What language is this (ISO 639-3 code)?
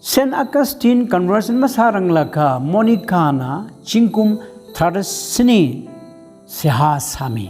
nmf